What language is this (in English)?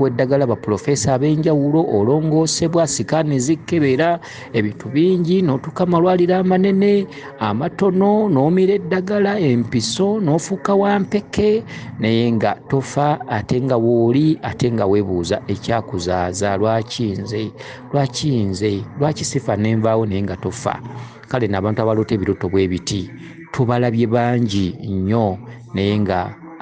Ganda